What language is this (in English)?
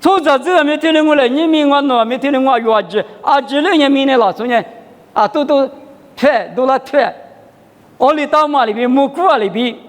Lisu